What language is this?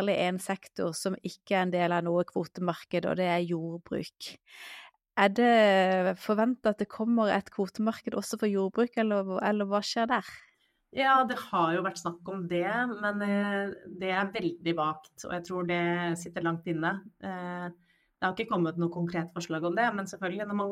Norwegian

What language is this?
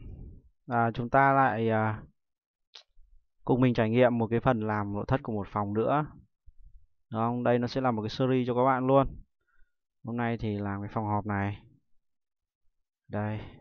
Vietnamese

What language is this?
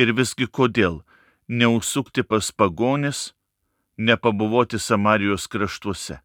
Lithuanian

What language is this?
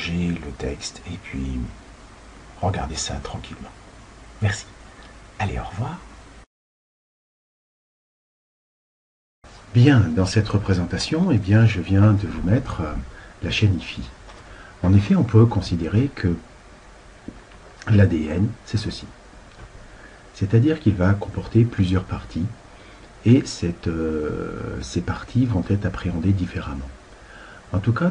French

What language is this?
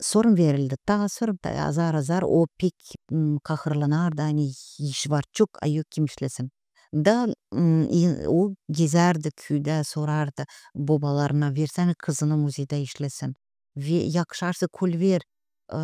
Gagauz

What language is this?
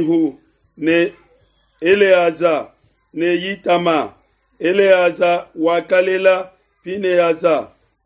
Luba-Lulua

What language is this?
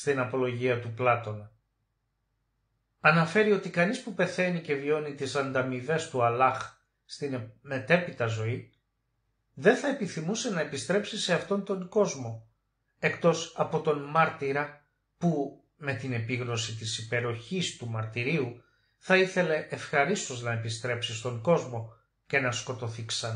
Greek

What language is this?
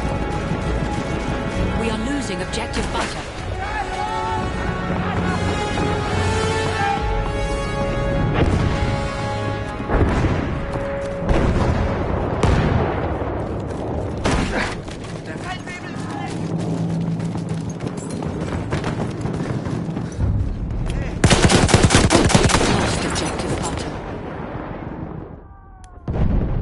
English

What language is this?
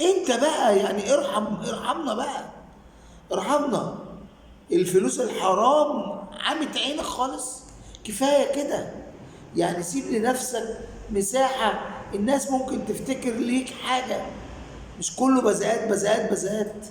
Egyptian Arabic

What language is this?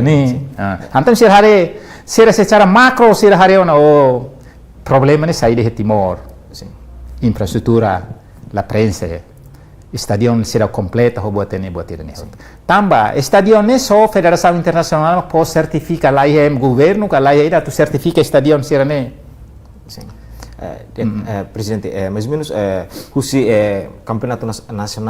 Tetum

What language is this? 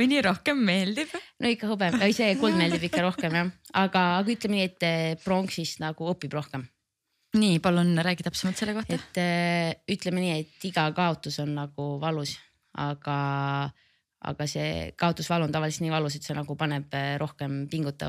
Estonian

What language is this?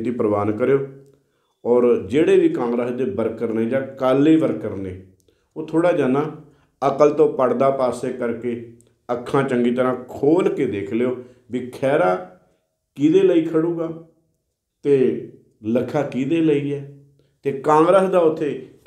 Punjabi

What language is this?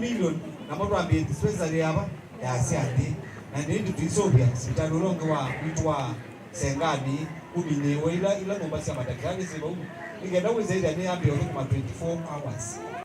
Kamba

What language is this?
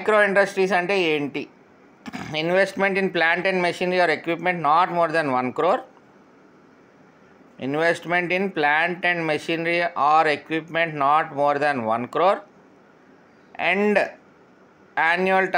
Telugu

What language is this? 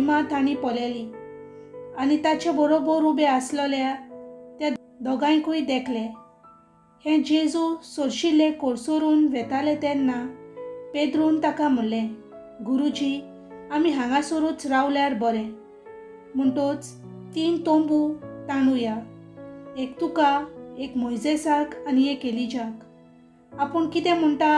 Konkani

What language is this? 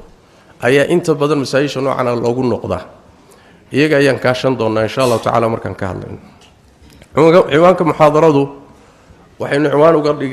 Somali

